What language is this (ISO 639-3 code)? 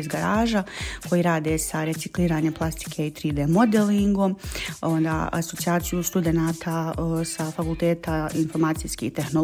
bos